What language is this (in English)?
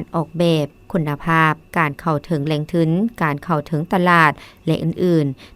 Lao